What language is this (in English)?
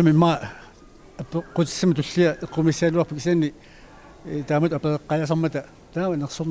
Kalaallisut